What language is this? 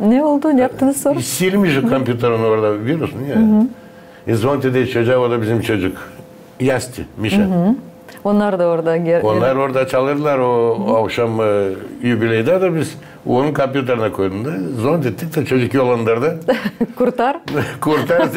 Gagauz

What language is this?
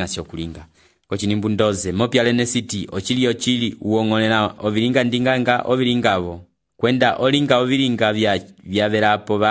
Umbundu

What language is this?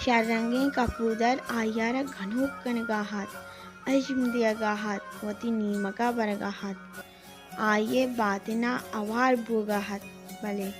Baluchi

